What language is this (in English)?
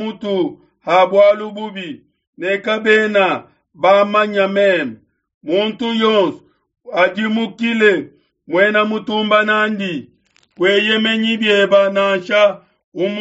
Luba-Lulua